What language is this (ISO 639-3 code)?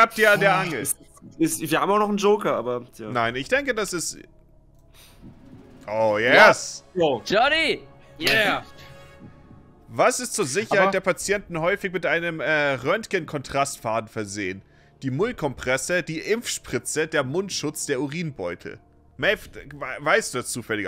deu